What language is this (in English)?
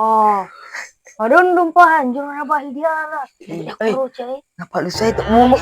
Minangkabau